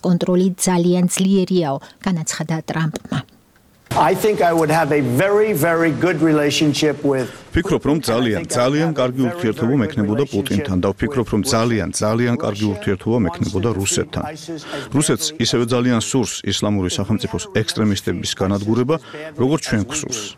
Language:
Georgian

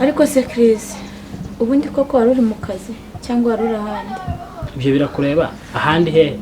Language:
Kinyarwanda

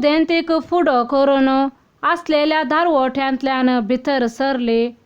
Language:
Konkani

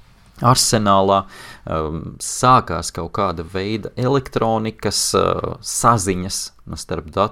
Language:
Latvian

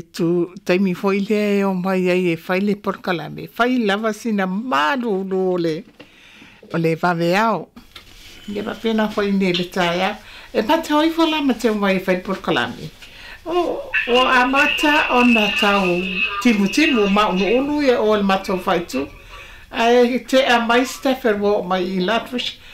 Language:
Samoan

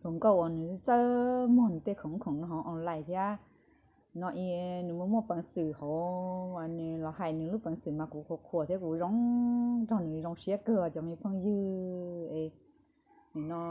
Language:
Hmong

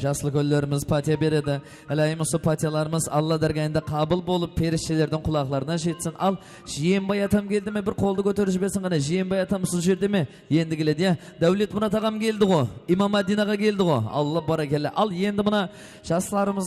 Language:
Kara-Kalpak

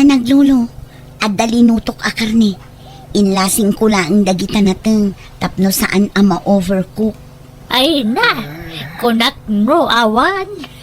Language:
Iloko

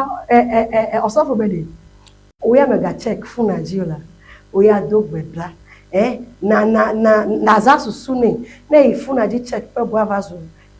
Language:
Ewe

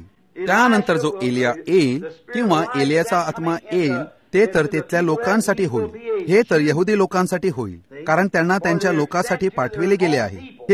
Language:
Marathi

